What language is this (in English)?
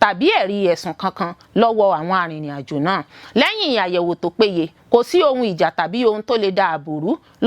Yoruba